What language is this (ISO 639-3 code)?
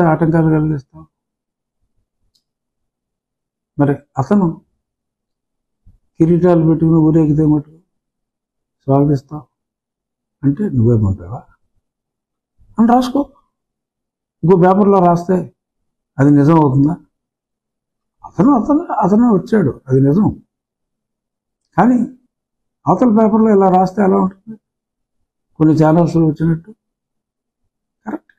tel